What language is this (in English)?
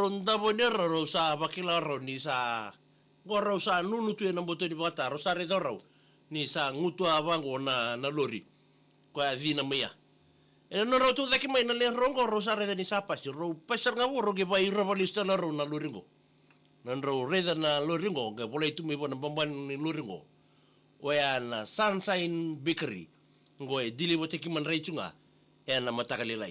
Fijian